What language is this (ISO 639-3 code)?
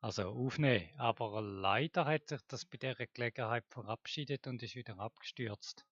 gsw